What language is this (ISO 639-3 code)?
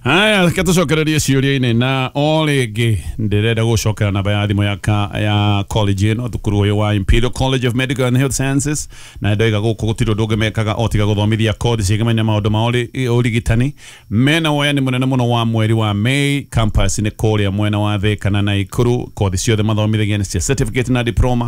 kik